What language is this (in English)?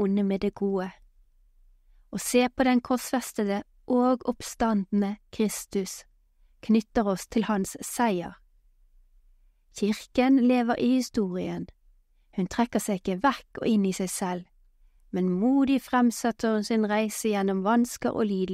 Norwegian